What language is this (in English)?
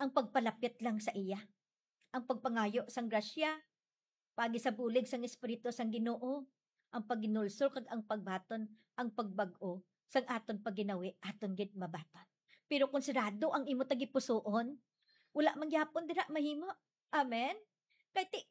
Hiligaynon